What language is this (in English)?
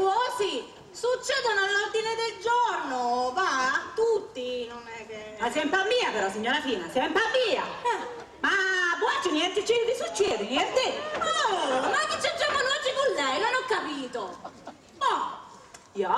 Sicilian